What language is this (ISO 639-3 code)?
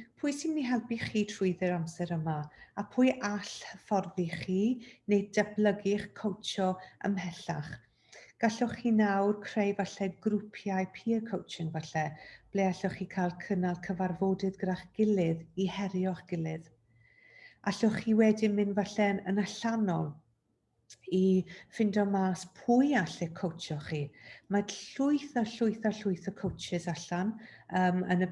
cym